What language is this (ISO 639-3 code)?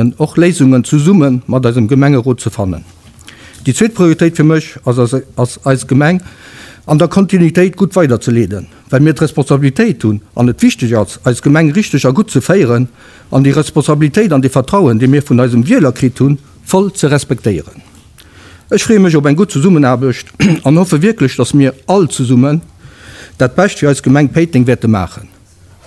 ltz